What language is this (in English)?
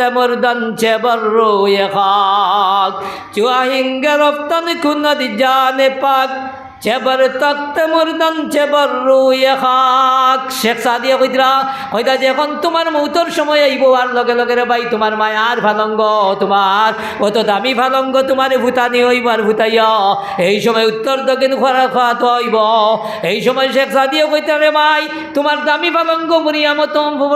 Sylheti